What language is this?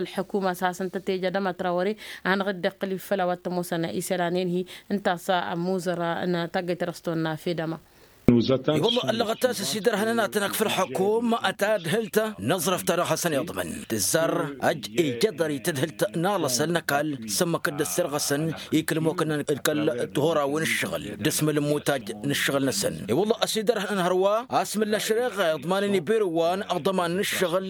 Tamasheq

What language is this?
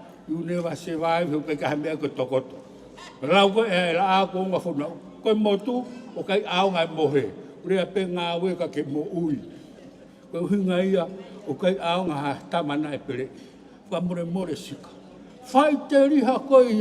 Tongan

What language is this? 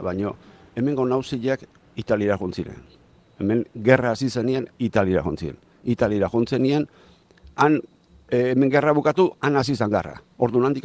Basque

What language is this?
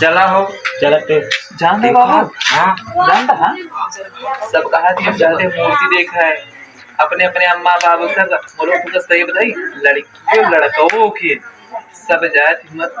Awadhi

